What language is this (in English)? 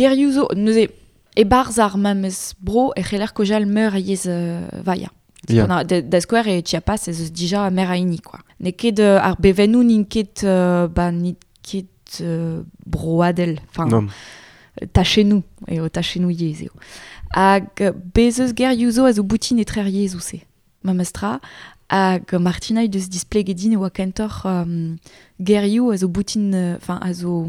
Breton